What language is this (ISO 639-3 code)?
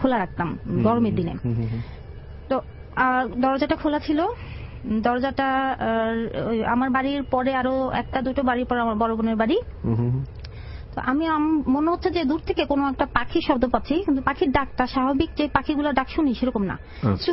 ben